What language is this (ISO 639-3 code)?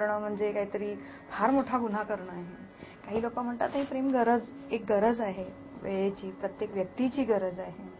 mar